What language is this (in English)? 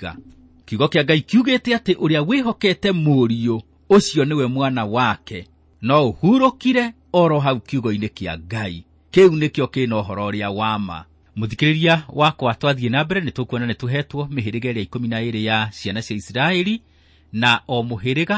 Kikuyu